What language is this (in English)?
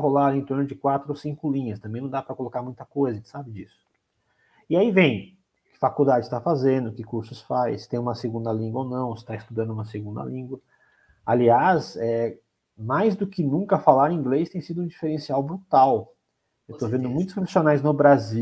Portuguese